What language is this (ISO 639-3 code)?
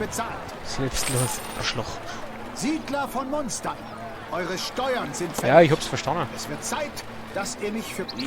bar